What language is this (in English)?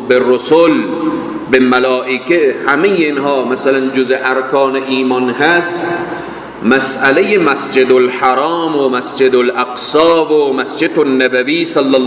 Persian